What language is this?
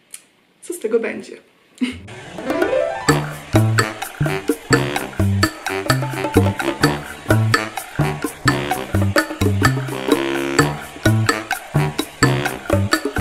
Polish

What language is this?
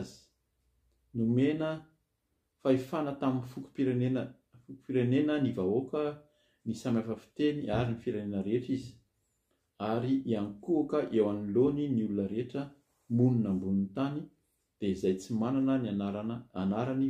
Malagasy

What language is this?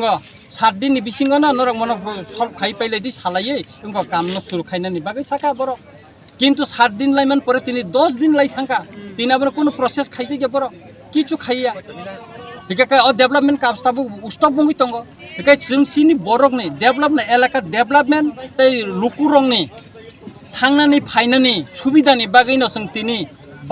Kok Borok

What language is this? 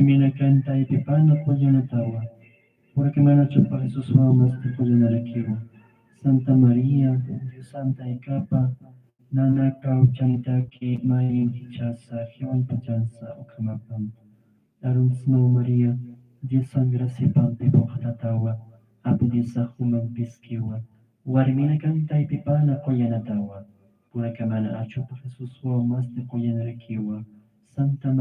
Aymara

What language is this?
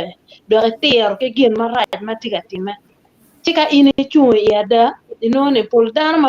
Acoli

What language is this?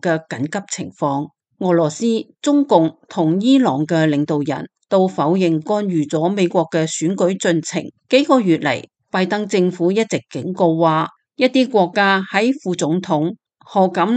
Cantonese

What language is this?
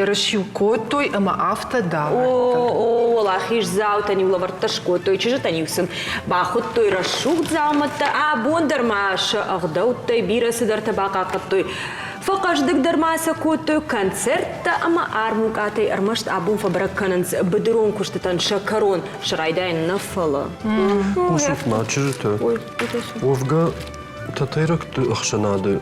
Ossetic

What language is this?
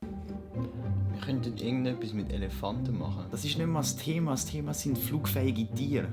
Swiss German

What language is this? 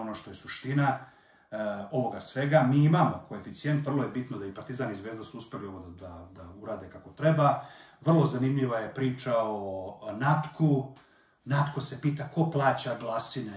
Serbian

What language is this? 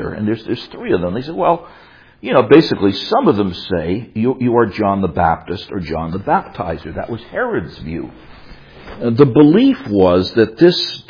English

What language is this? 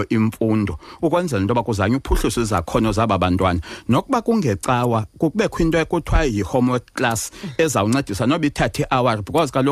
Xhosa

